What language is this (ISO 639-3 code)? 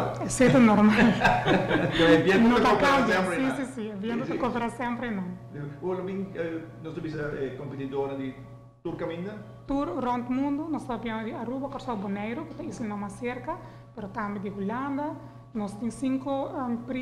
pap